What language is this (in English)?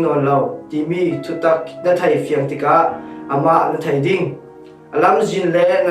Falam Chin